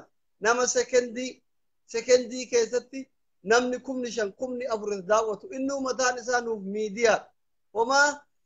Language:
Oromo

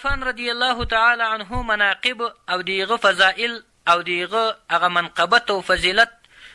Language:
Pashto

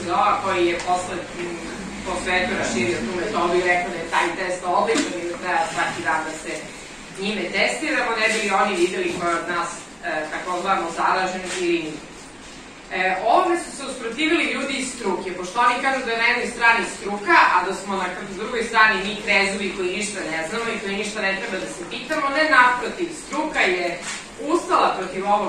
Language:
Serbian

